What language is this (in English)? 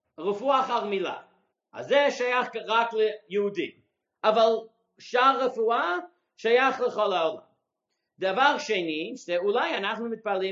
Hebrew